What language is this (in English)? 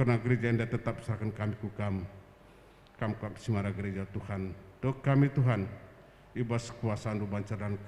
Batak Karo